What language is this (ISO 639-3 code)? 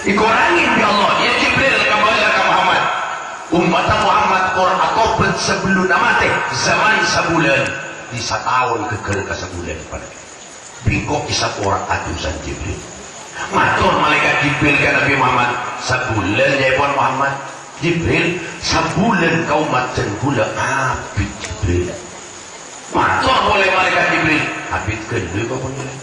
mad